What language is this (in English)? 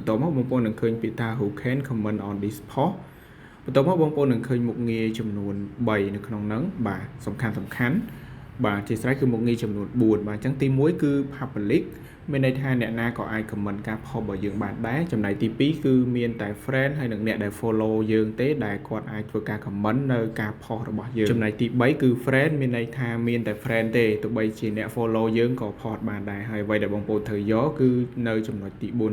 Khmer